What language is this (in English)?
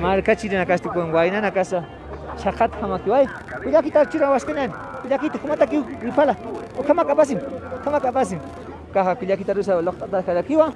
Aymara